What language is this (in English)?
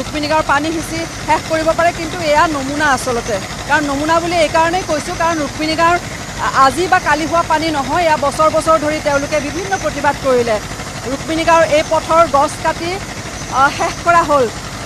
Assamese